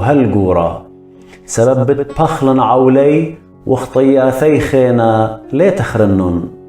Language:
Assyrian Neo-Aramaic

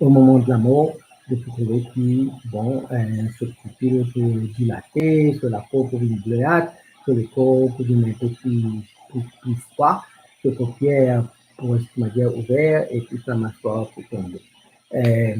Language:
Morisyen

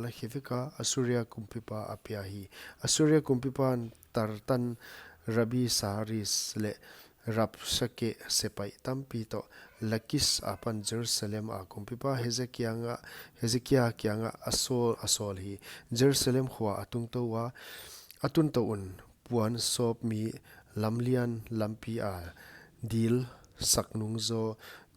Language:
Paite Chin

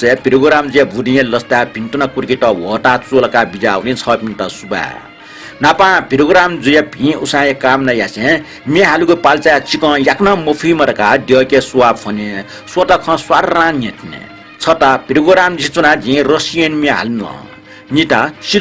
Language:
Newari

